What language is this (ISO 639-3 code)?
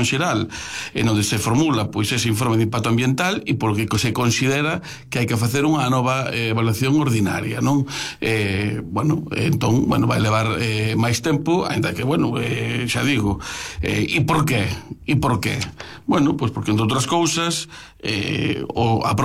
glg